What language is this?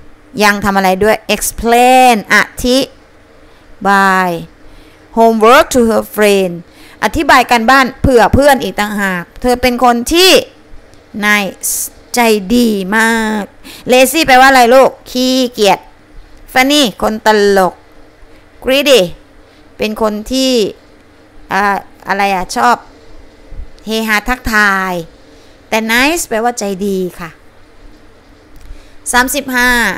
Thai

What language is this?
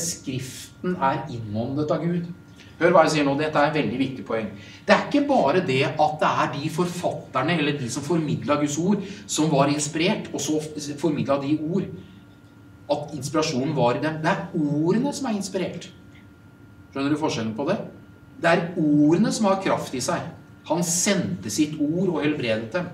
Norwegian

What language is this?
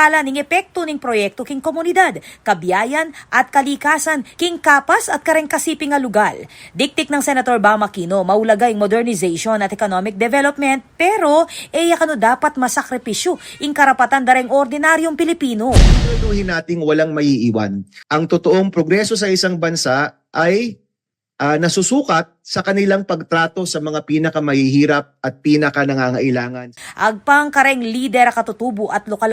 Pampanga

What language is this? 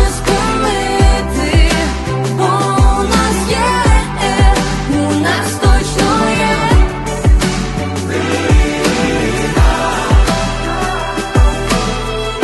Ukrainian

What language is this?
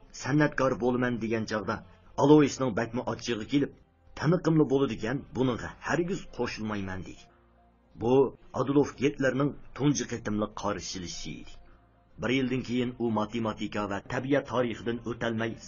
Uyghur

